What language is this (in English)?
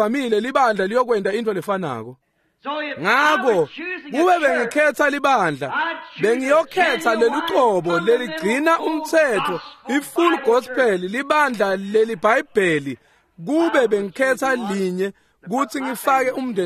Swati